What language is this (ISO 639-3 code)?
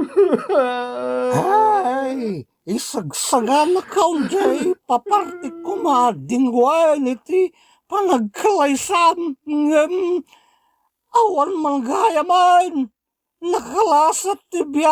ilo